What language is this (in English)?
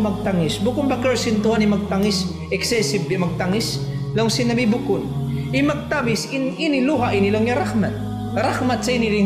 Tausug